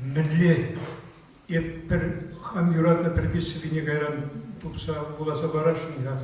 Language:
Chuvash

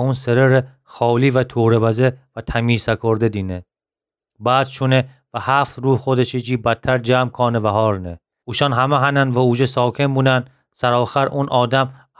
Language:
Gilaki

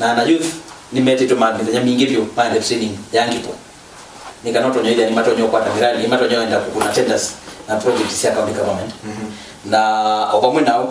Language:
Kamba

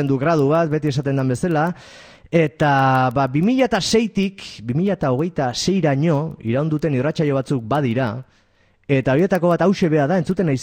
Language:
Basque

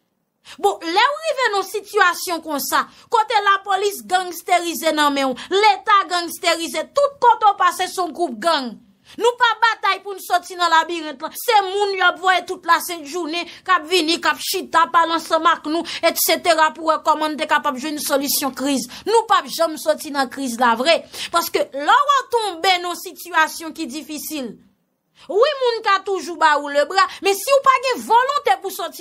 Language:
Haitian Creole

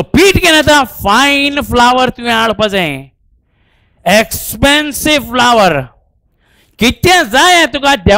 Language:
Konkani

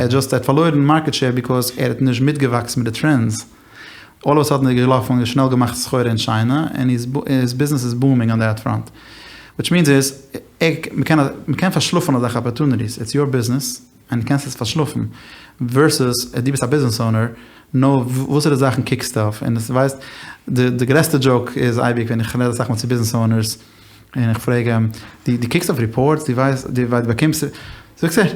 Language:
Yiddish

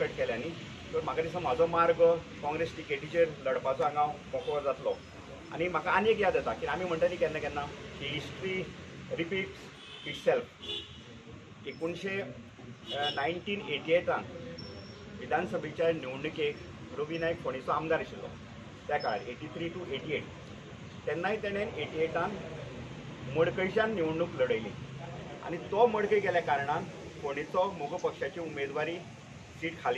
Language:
Konkani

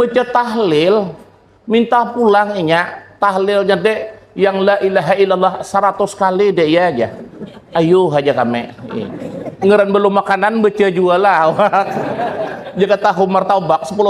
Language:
Banjar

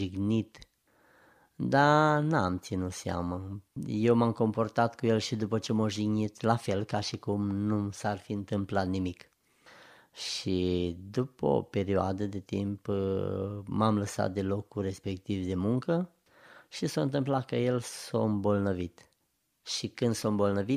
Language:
Romanian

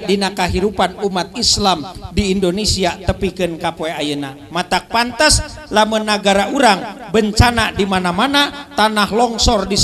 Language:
Sundanese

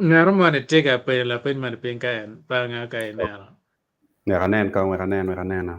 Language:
Acoli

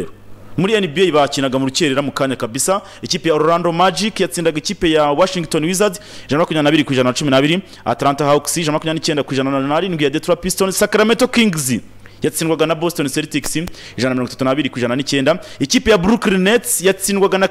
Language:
Kinyarwanda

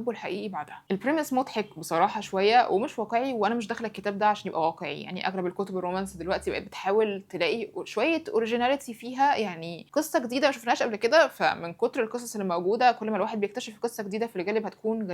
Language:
Egyptian Arabic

